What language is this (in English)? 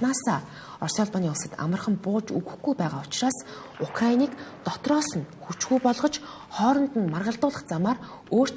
Mongolian